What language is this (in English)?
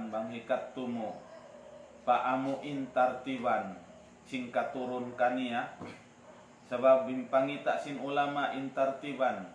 Tausug